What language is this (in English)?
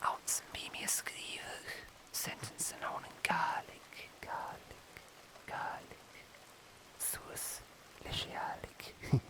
Scottish Gaelic